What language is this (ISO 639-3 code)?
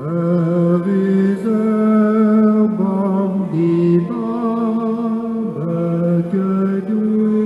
bre